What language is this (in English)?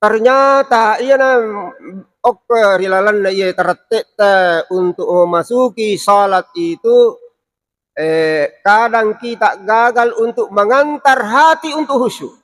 Buginese